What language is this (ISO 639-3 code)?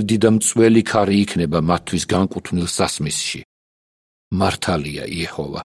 kat